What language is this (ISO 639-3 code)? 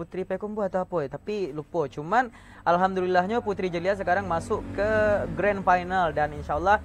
min